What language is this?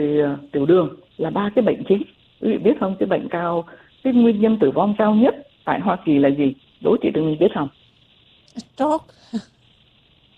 Vietnamese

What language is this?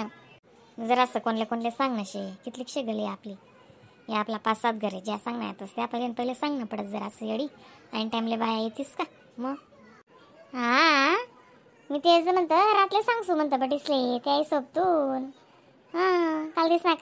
Khandesi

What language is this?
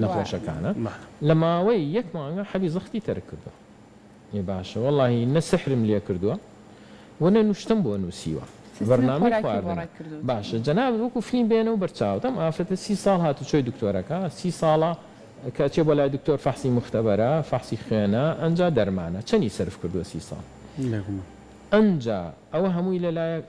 Central Kurdish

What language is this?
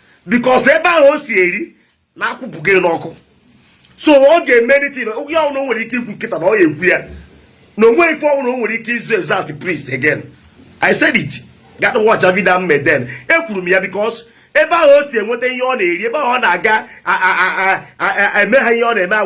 Igbo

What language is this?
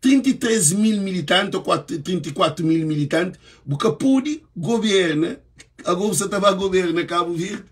Kabuverdianu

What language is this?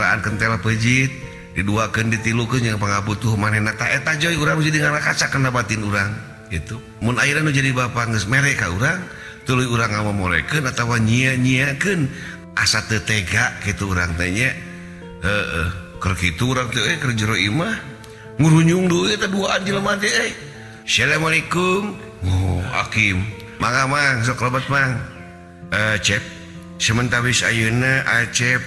Sundanese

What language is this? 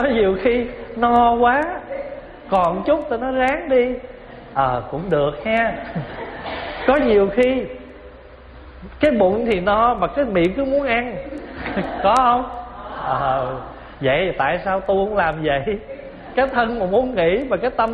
Vietnamese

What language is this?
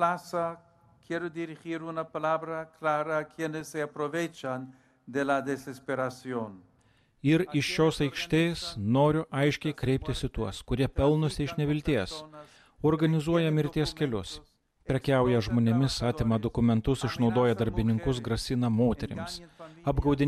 Lithuanian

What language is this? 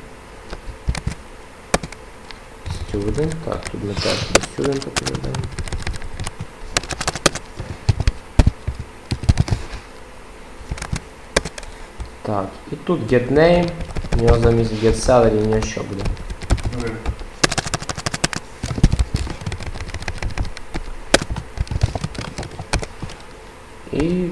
Ukrainian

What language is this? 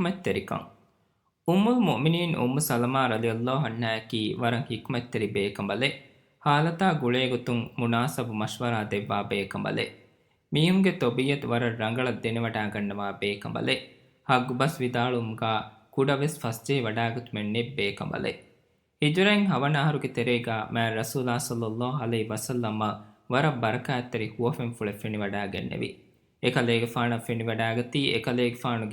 Divehi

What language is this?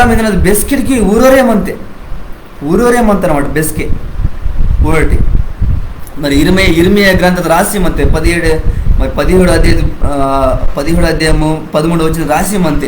Koya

